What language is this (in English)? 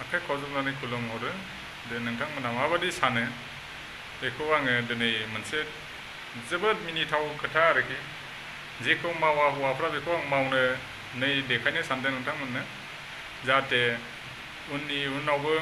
Bodo